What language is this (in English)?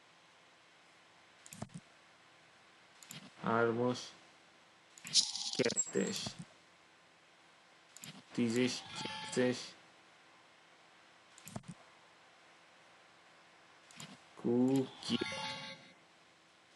Hungarian